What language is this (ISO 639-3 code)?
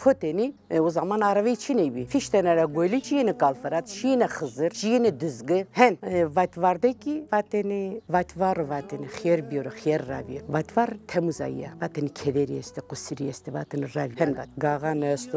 zza